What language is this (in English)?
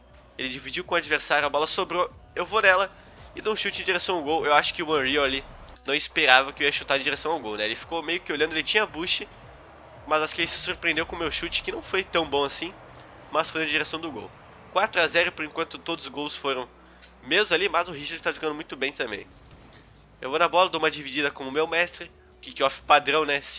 Portuguese